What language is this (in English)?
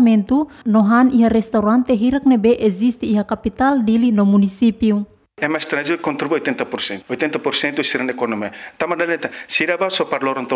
Tetum